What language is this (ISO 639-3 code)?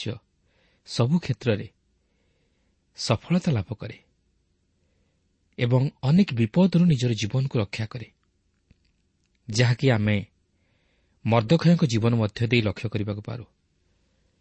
ori